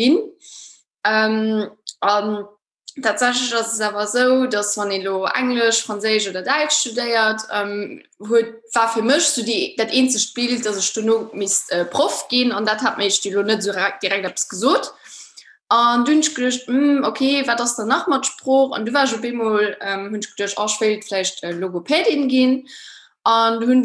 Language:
Luxembourgish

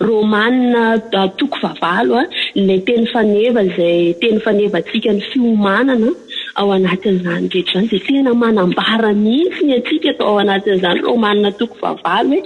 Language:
Malagasy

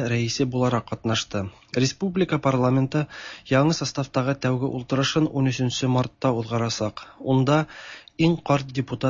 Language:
Tatar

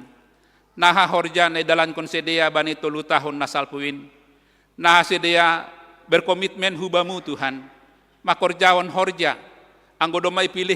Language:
Batak Simalungun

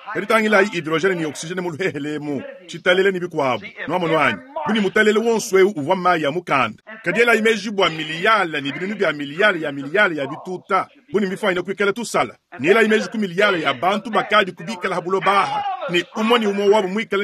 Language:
Luba-Lulua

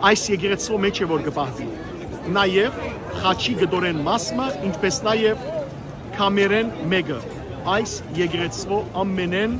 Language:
Western Armenian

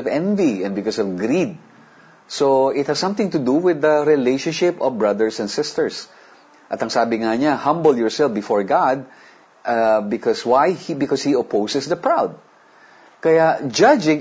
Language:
Filipino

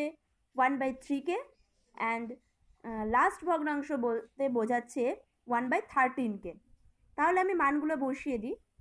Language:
Bangla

